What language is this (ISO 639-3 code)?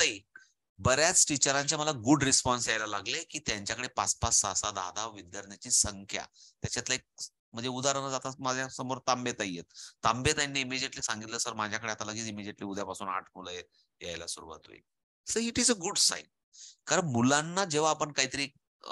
mar